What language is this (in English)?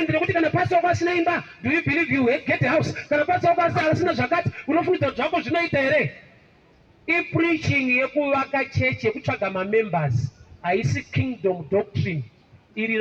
Shona